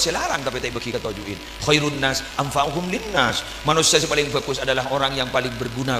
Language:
Madurese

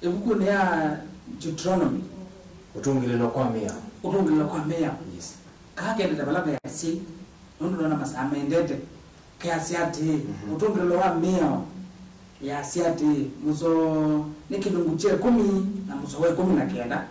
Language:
Kamba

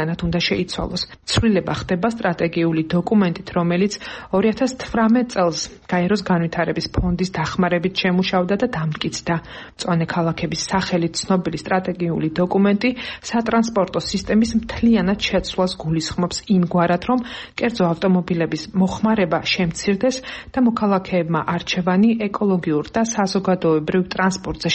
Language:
Georgian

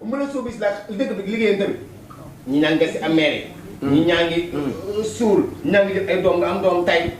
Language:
Wolof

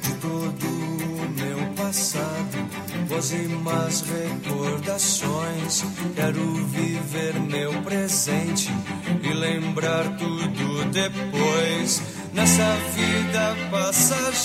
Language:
Portuguese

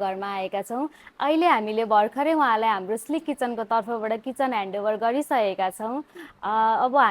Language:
Nepali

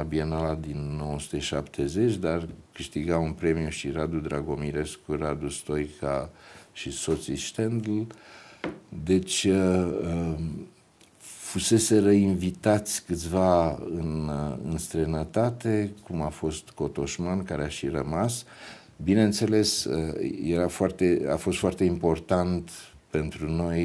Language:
Romanian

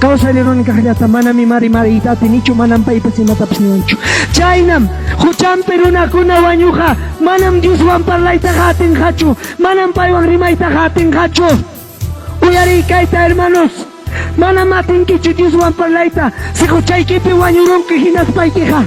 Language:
Ayacucho Quechua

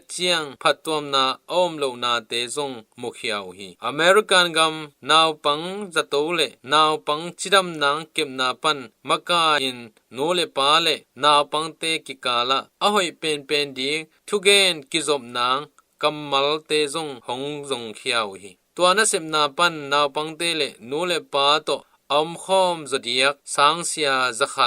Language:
Tedim Chin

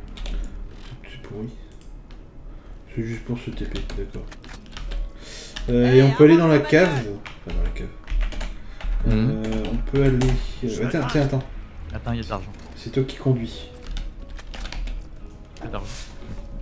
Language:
French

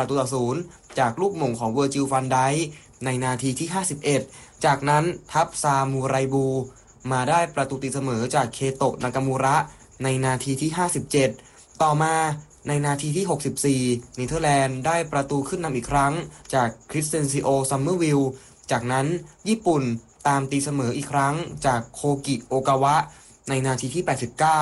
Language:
Thai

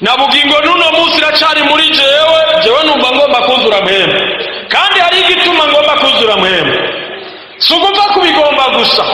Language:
Rundi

